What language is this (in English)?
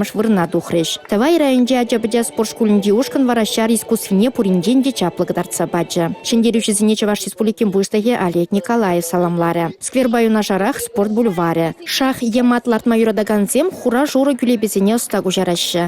Chuvash